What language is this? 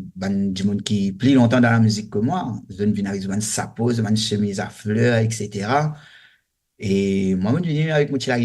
Morisyen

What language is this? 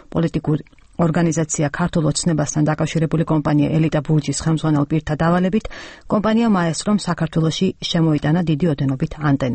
Georgian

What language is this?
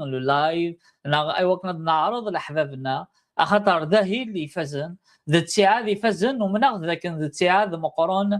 Kabyle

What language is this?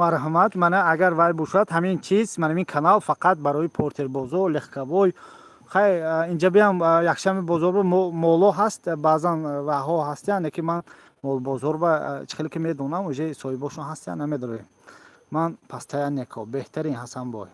Tajik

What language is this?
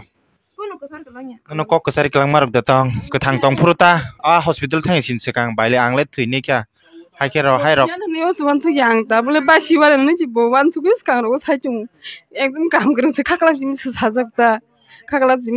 Kok Borok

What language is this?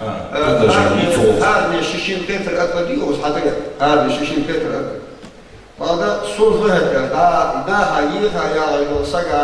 Ingush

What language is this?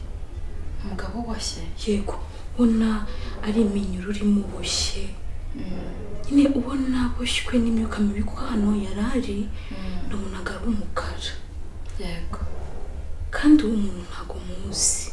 Kinyarwanda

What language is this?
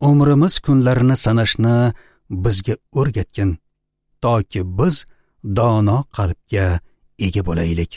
Uzbek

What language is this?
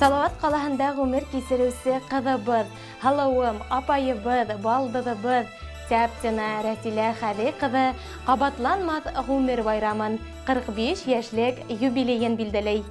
Bashkir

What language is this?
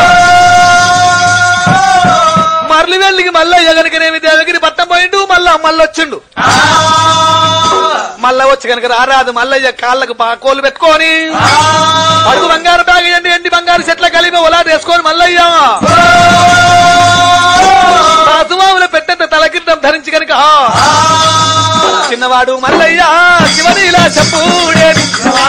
Telugu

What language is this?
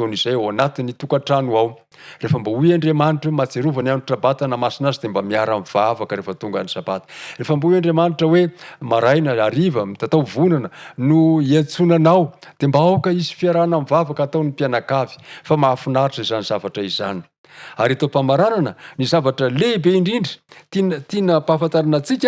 Malagasy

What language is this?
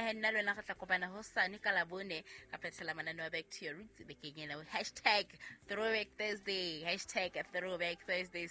Southern Sotho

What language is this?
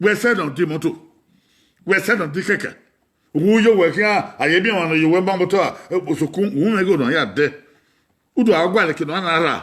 Bini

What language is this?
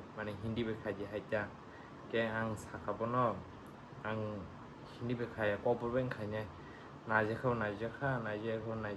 Kok Borok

